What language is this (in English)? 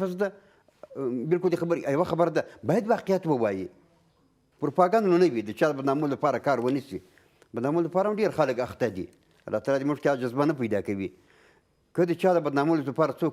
Pashto